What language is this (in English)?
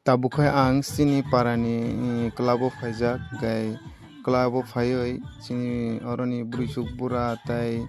Kok Borok